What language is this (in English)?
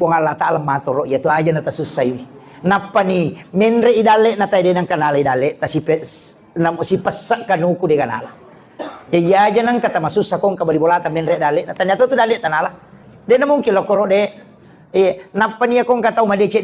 Buginese